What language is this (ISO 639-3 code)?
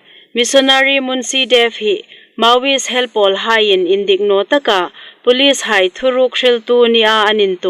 hmr